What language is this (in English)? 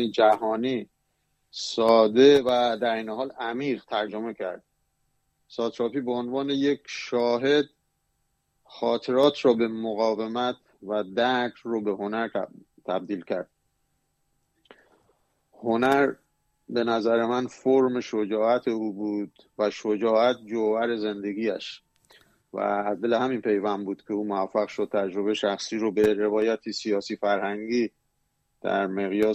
Persian